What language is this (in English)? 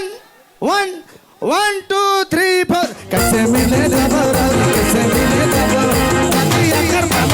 Sadri